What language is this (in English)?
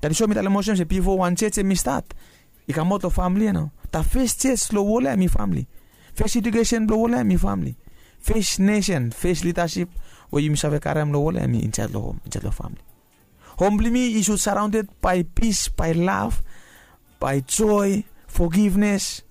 Bislama